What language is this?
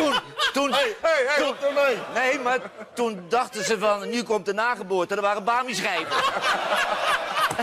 Dutch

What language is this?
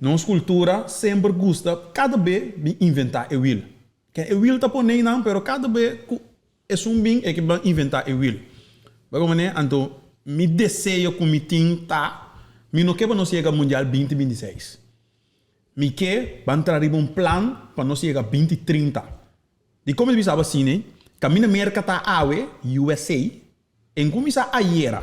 Papiamento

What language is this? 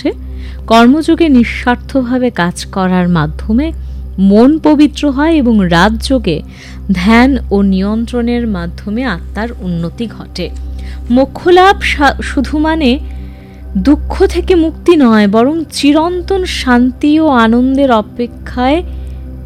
Bangla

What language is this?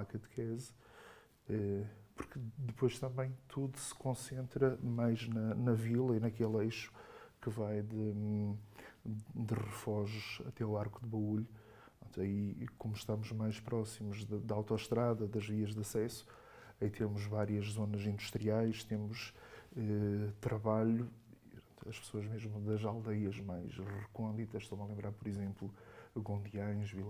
Portuguese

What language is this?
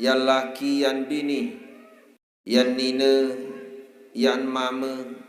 Sasak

